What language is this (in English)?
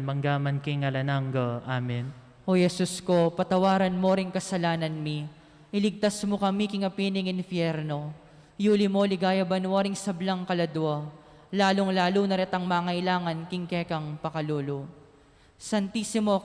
Pampanga